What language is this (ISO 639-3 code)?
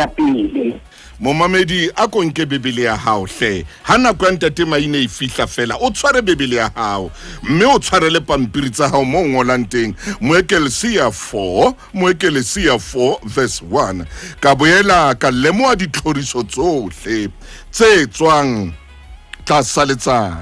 sot